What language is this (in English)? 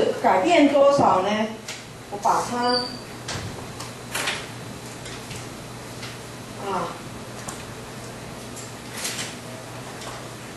Chinese